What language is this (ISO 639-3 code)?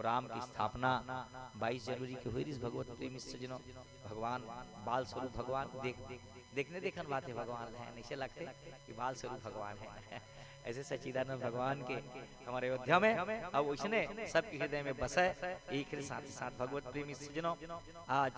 hne